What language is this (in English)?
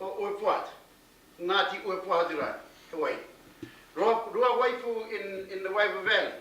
Māori